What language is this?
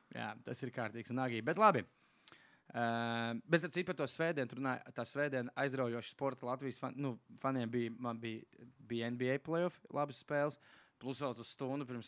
Latvian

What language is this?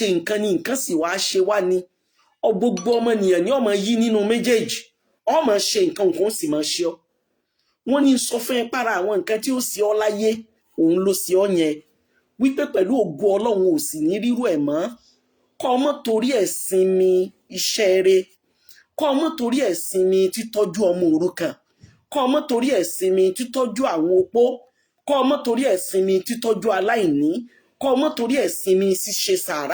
Yoruba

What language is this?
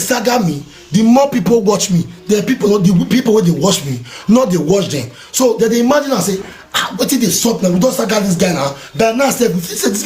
Nigerian Pidgin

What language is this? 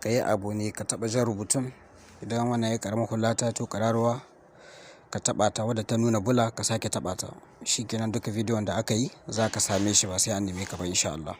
Hausa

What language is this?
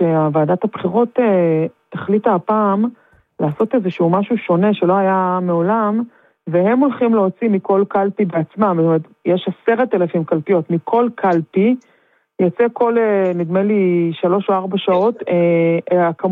Hebrew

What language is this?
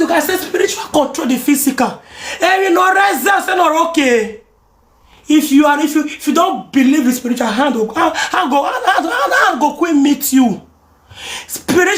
Nigerian Pidgin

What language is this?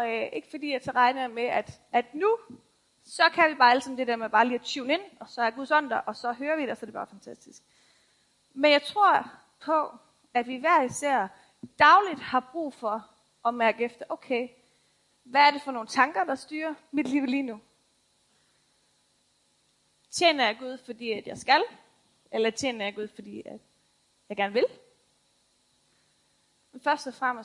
Danish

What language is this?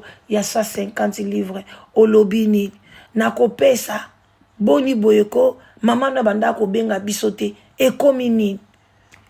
Lingala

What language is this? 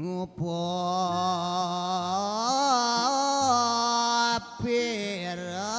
Balinese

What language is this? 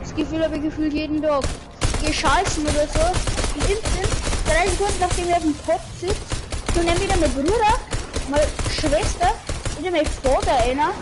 Bavarian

